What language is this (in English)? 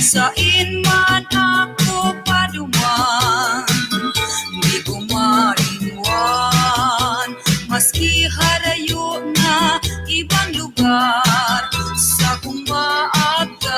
Bikol